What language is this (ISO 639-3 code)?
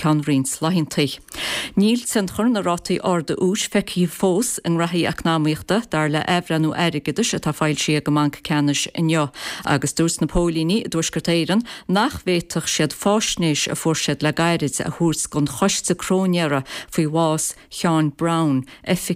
gle